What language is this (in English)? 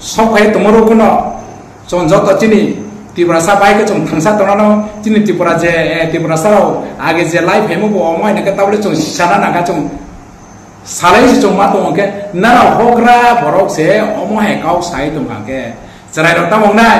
Kok Borok